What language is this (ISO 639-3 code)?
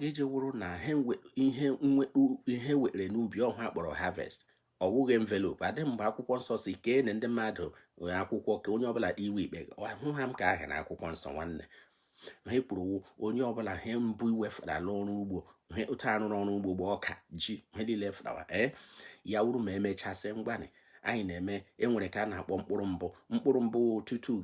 ibo